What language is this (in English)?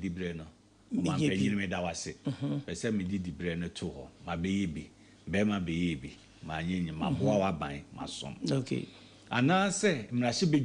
Akan